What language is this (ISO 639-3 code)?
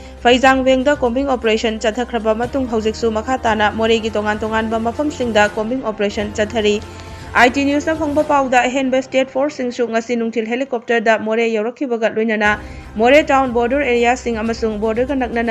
mni